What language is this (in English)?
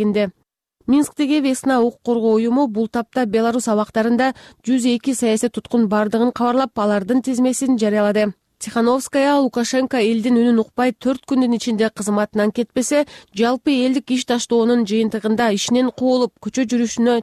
Kyrgyz